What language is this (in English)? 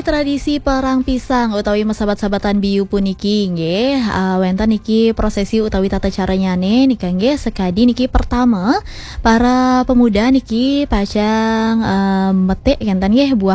Balinese